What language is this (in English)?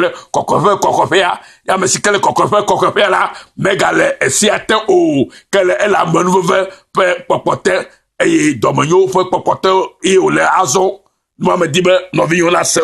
Ewe